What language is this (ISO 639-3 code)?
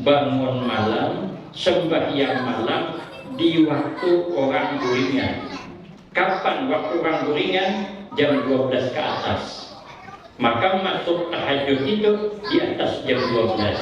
bjn